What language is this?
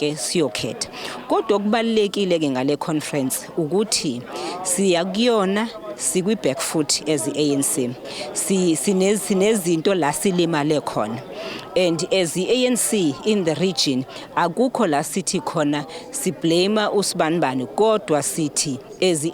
Zulu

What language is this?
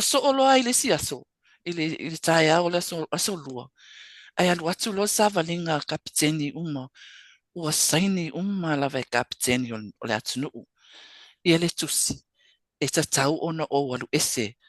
Samoan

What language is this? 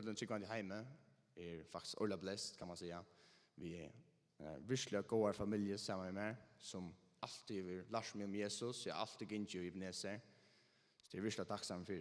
Faroese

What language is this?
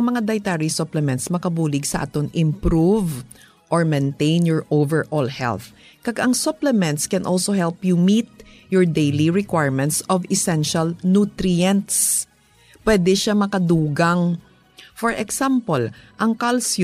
Hiligaynon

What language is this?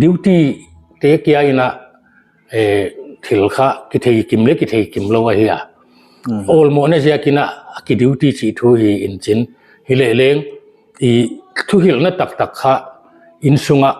Paite Chin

